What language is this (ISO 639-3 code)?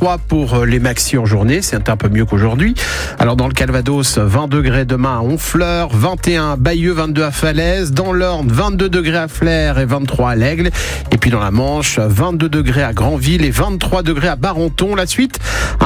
fra